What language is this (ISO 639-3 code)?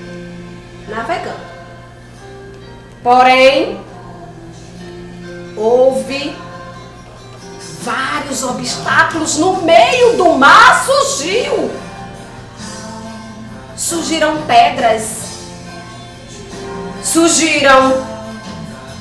por